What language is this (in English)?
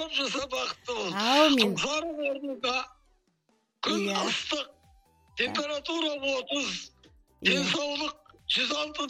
Kazakh